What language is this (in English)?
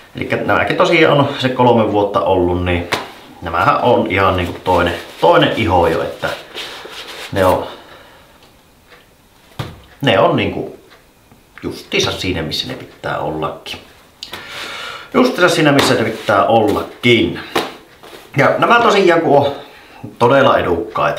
Finnish